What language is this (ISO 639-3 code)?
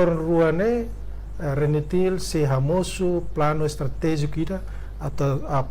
tet